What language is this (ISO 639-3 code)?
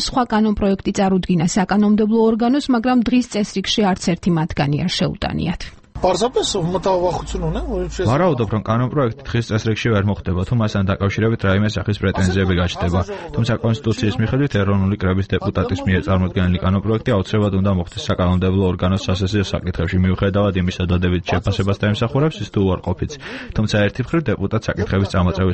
kat